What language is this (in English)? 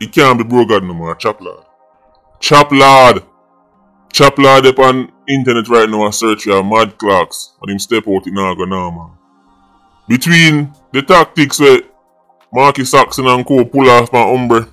Jamaican Creole English